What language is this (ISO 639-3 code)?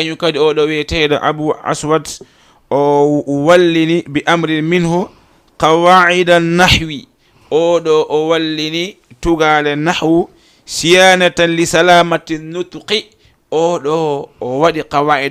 ful